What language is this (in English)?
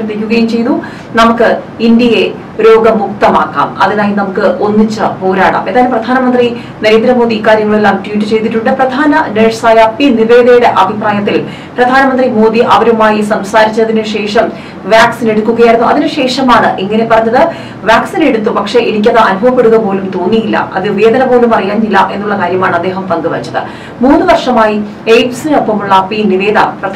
Malayalam